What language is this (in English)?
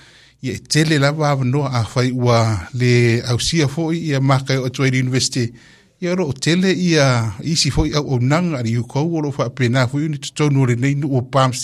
Samoan